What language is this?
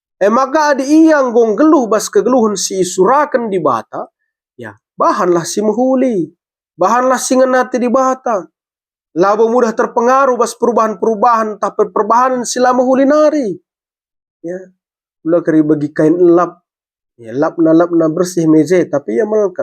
Batak Karo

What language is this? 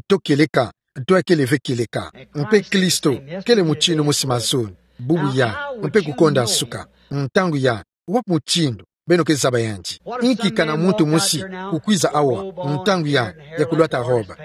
Kituba (Democratic Republic of Congo)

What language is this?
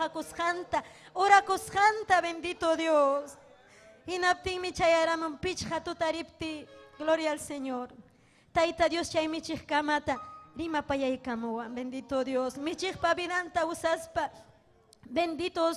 Ayacucho Quechua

